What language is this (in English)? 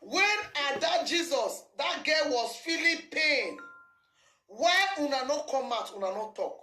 Nigerian Pidgin